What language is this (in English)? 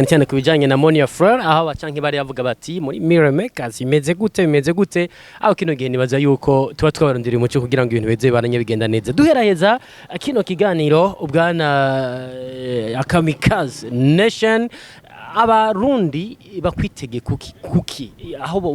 Rundi